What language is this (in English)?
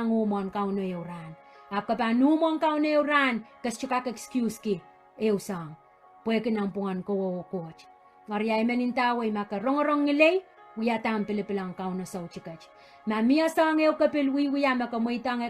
Pohnpeian